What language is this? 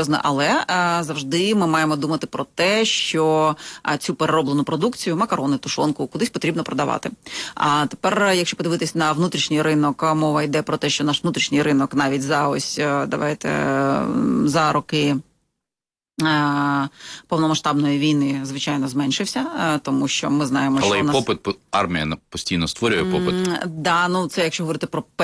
Ukrainian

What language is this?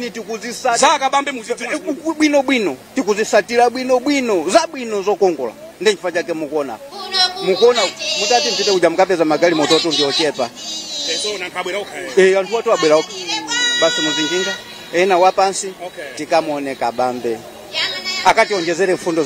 Nyanja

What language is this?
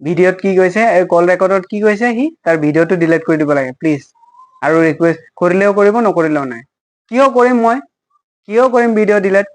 Assamese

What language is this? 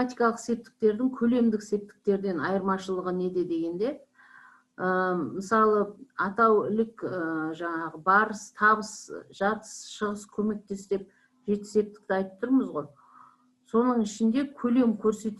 Kazakh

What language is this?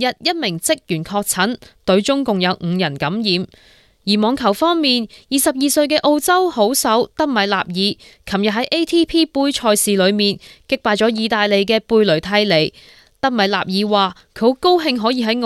Cantonese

